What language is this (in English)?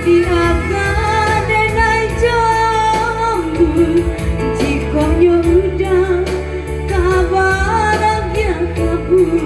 Minangkabau